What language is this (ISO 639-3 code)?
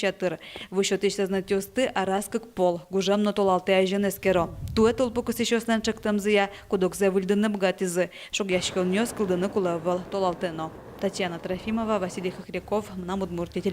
udm